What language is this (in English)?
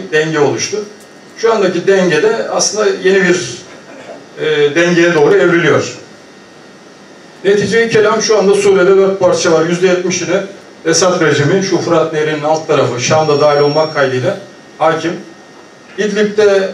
Turkish